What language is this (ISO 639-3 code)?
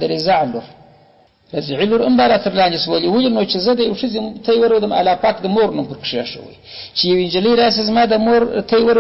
pus